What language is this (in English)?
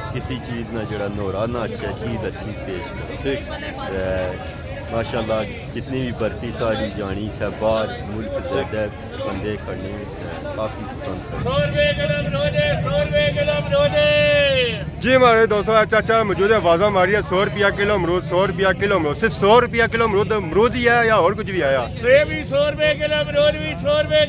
Pahari-Potwari